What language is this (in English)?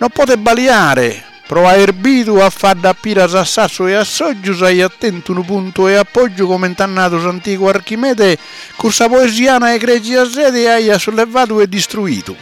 Sardinian